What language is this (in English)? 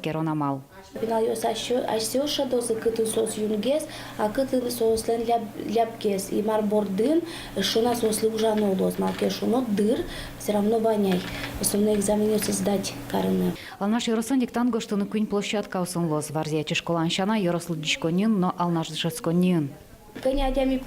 Udmurt